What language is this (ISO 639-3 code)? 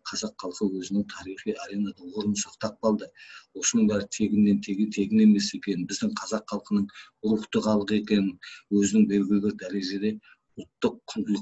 kaz